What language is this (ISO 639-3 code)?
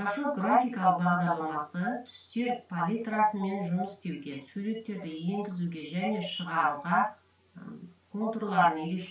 kaz